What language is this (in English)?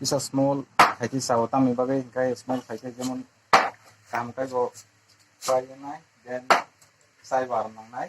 Kok Borok